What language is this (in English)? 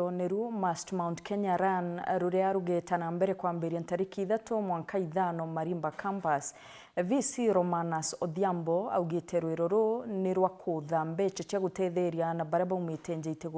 Meru